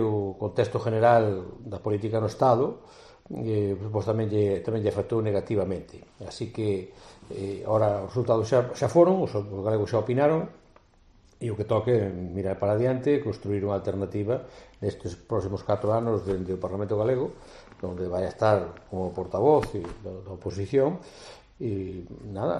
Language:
Galician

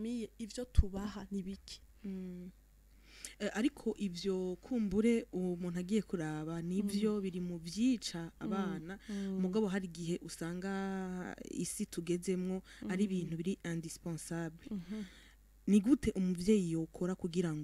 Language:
Rundi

